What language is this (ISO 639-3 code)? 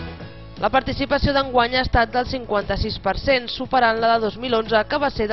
cat